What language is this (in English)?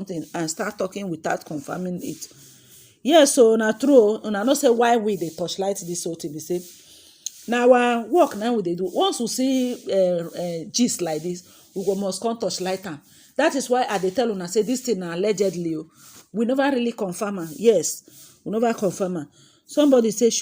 Nigerian Pidgin